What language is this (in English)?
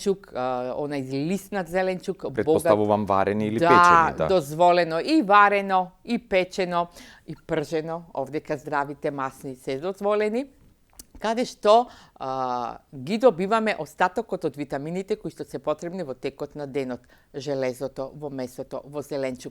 Macedonian